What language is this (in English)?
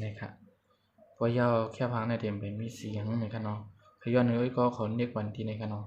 Shan